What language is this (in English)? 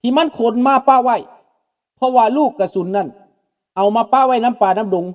Lao